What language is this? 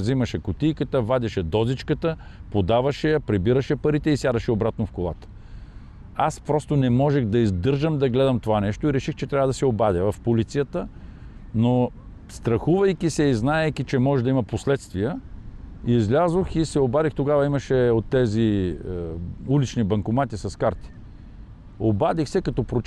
Bulgarian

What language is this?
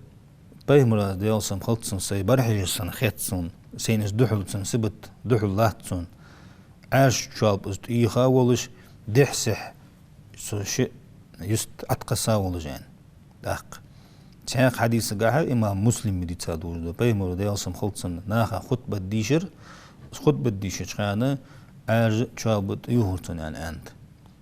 Ingush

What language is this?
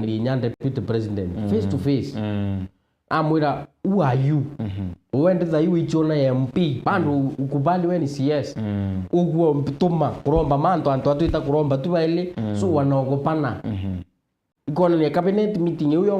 Meru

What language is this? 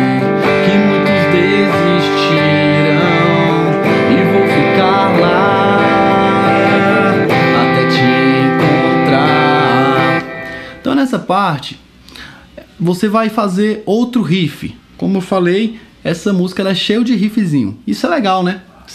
Portuguese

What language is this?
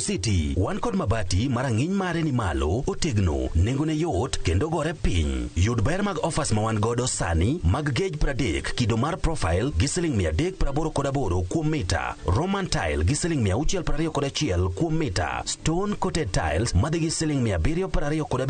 Luo (Kenya and Tanzania)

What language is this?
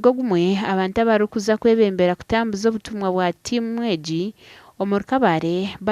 Nyankole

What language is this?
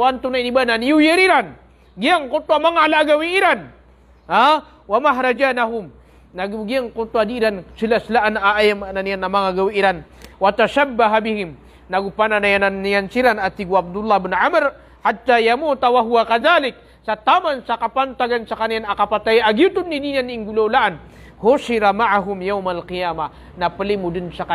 Maranao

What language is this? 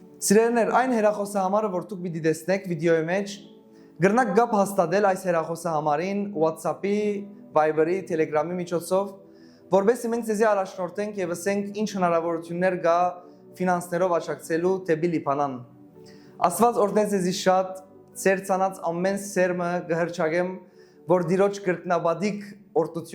Western Armenian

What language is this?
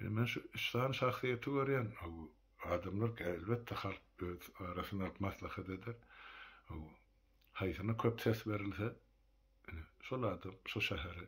Turkmen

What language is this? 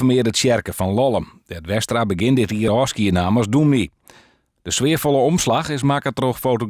Western Frisian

